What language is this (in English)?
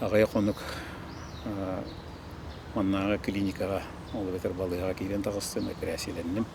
Yakut